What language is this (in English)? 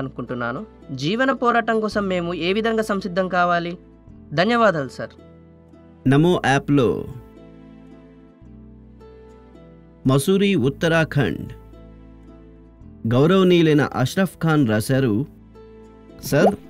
Telugu